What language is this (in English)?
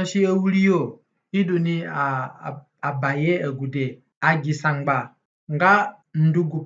Zande (individual language)